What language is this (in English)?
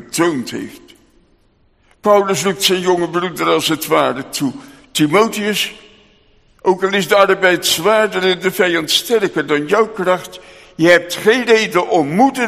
Dutch